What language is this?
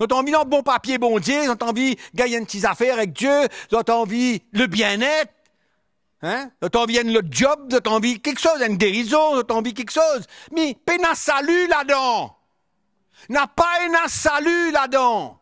Morisyen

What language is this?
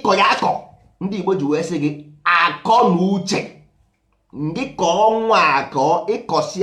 Igbo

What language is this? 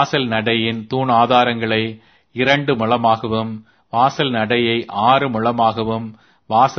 Tamil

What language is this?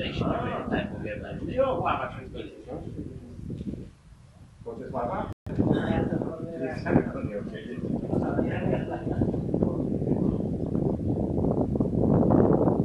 Polish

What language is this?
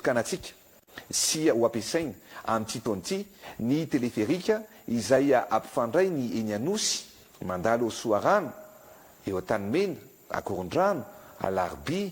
Malagasy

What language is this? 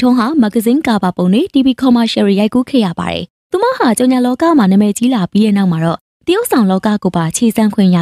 Burmese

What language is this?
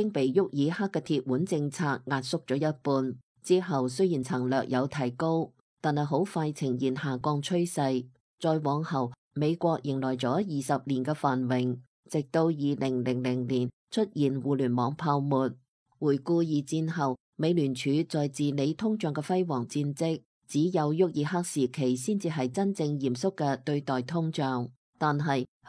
Cantonese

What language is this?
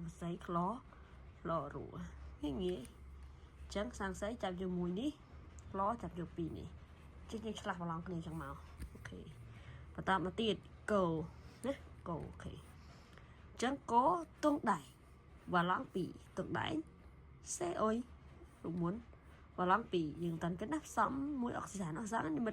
Khmer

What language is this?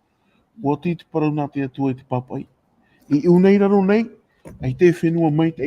Tahitian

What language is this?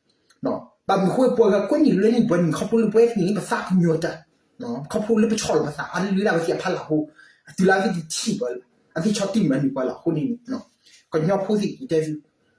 S'gaw Karen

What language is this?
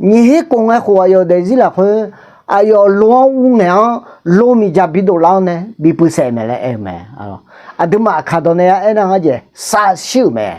Akha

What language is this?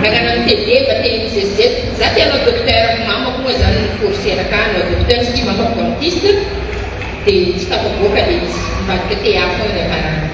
Malagasy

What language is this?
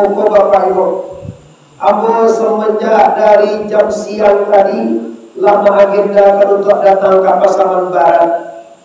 Minangkabau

